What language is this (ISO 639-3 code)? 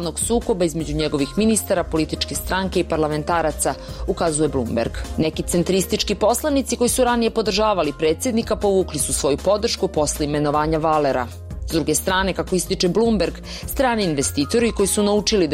srp